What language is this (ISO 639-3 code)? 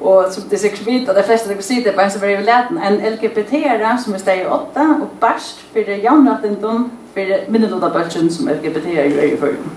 fao